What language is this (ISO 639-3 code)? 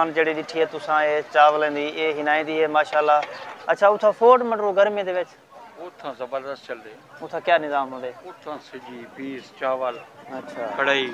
skr